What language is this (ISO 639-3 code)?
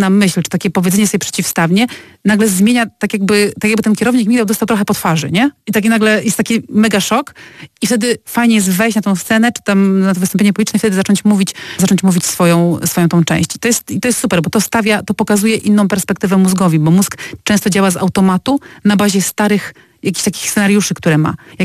pol